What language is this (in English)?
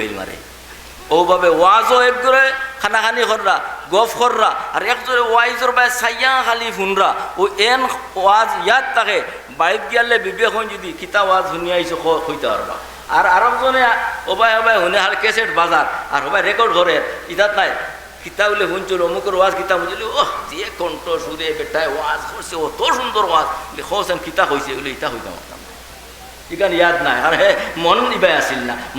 Sylheti